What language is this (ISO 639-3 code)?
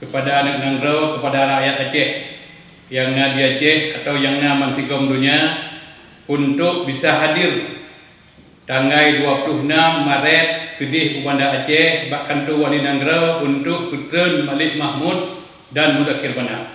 ace